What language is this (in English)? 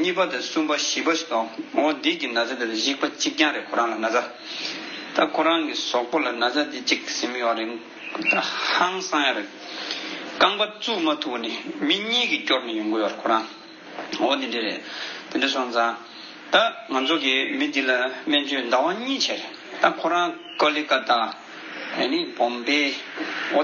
Tibetan